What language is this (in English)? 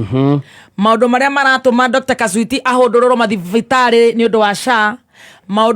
Kikuyu